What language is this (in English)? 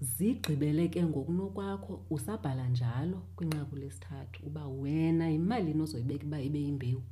Xhosa